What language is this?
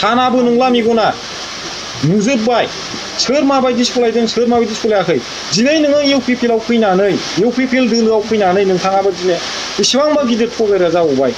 Bodo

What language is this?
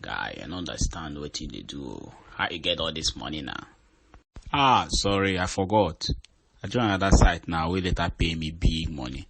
Nigerian Pidgin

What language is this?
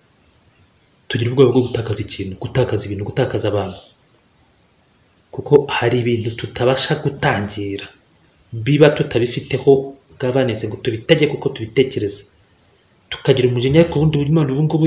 Kinyarwanda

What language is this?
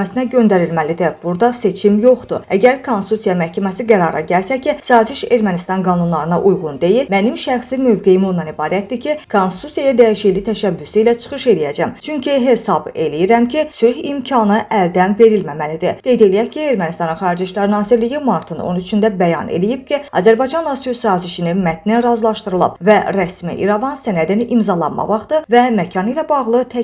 Azerbaijani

